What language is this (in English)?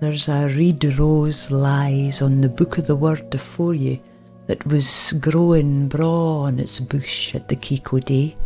Scots